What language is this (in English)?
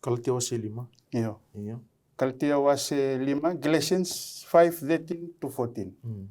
Fijian